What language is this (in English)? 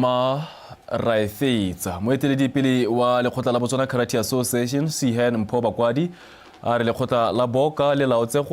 Tswana